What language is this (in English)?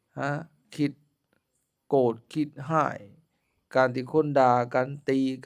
Lao